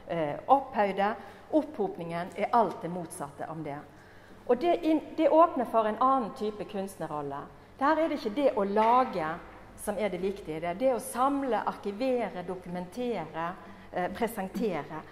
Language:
Norwegian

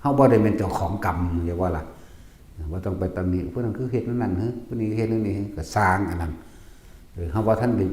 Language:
Northeastern Thai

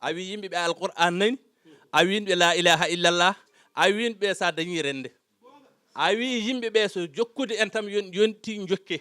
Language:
Fula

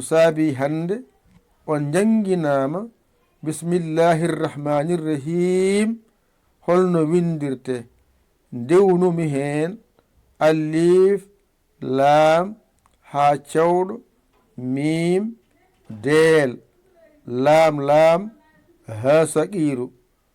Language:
Fula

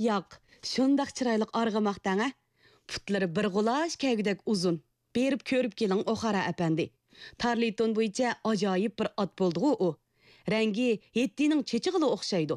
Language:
Uyghur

